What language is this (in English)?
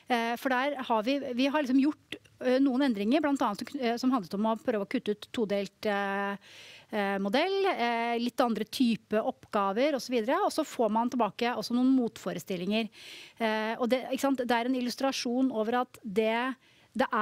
Norwegian